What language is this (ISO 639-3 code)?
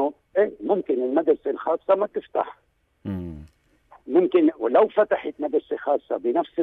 apc